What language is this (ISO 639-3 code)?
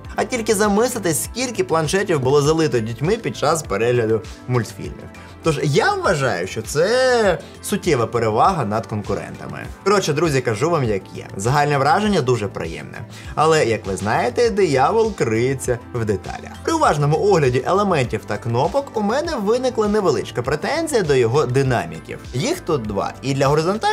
ukr